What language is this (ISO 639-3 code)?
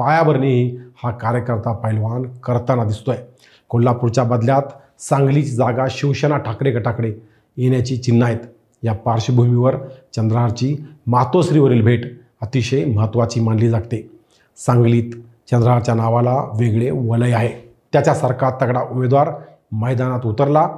mar